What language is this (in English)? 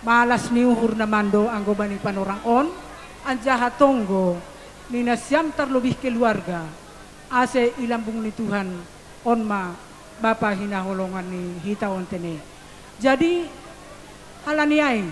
Batak Simalungun